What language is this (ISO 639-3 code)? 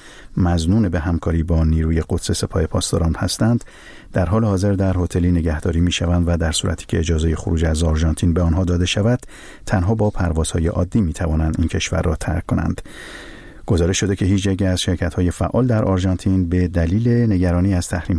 fas